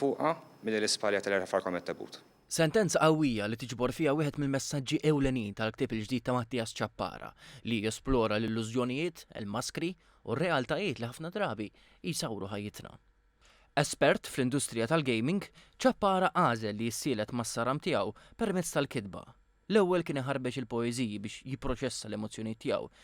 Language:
Maltese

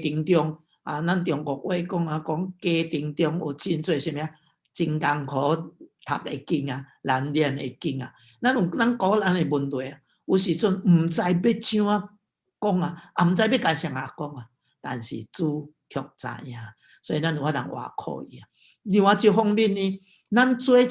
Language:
Min Nan Chinese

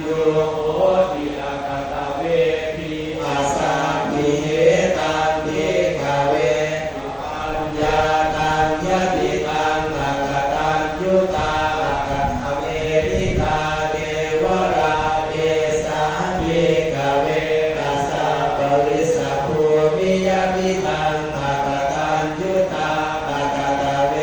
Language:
Pali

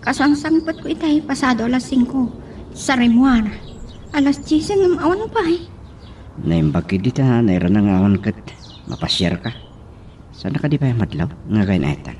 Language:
Iloko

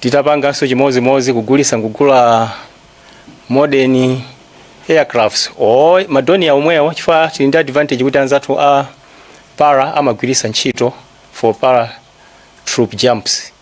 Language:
Nyanja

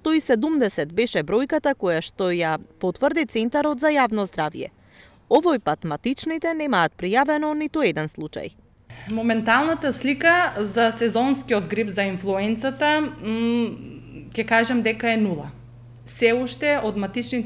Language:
Macedonian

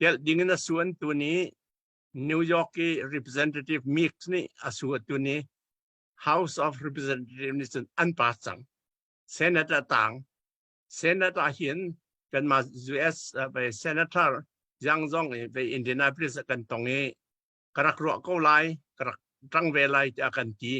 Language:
Hakha Chin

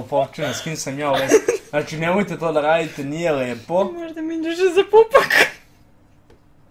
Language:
Serbian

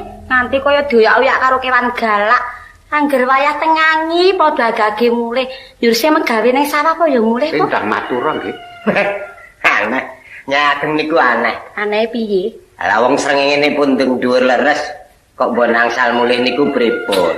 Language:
Javanese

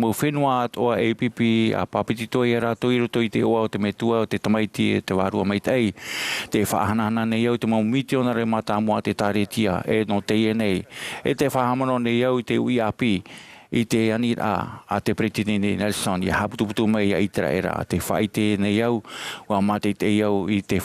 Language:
Tahitian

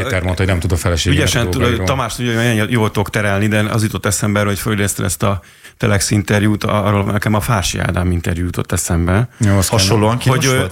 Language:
Hungarian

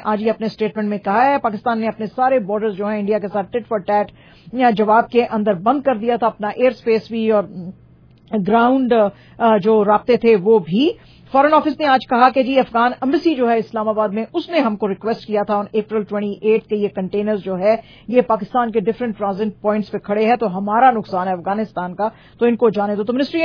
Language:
Urdu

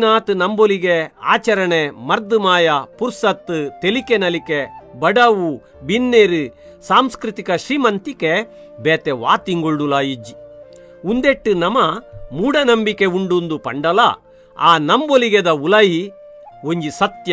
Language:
Tulu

